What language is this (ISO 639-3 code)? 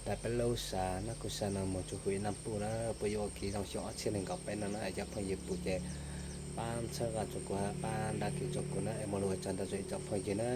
hmn